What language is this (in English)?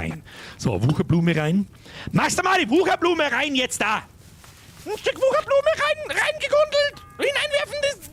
Bavarian